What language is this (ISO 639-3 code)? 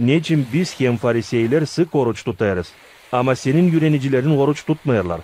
gag